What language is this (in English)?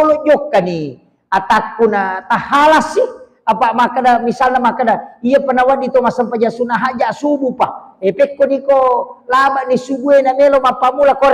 Buginese